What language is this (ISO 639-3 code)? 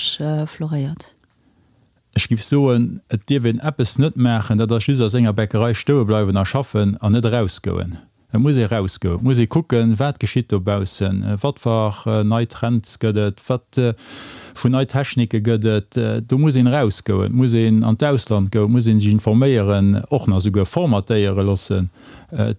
ltz